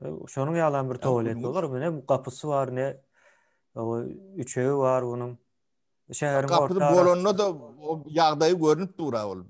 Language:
Turkmen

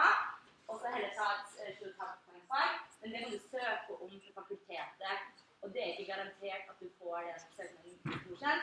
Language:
Norwegian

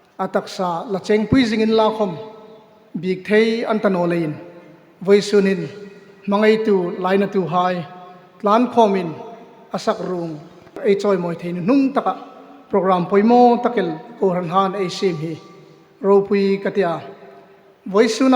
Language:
Hmar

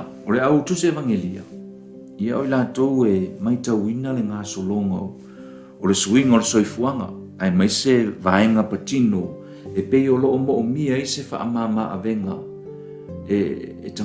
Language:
Samoan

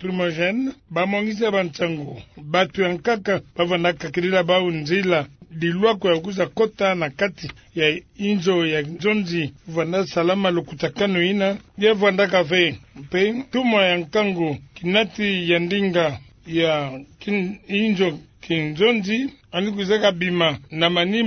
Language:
Kituba (Democratic Republic of Congo)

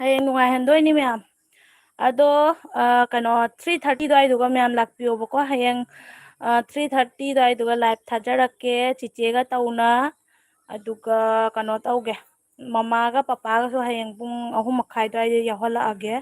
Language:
Manipuri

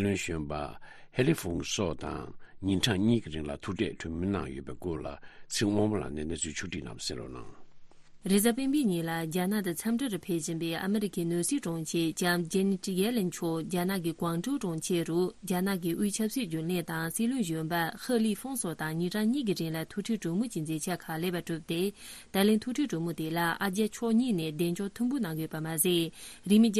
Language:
Tibetan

